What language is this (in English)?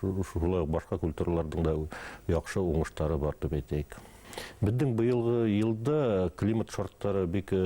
Bashkir